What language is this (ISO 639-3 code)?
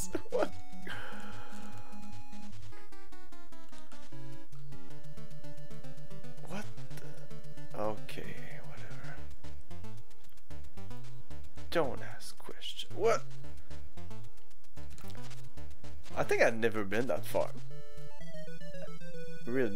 eng